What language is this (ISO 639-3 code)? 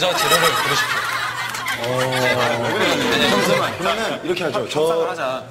kor